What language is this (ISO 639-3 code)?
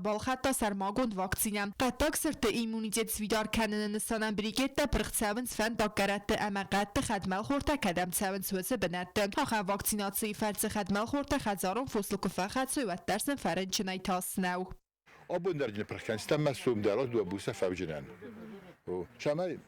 oss